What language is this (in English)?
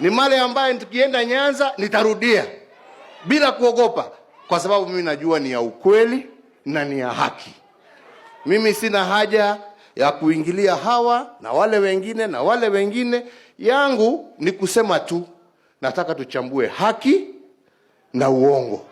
Swahili